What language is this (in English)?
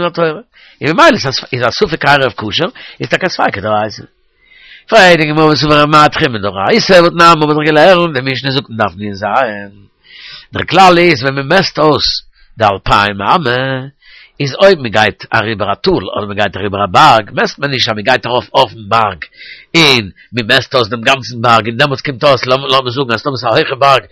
Yiddish